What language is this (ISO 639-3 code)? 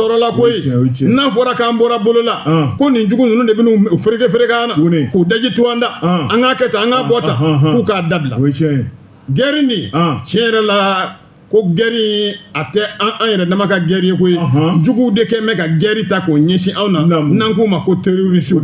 bam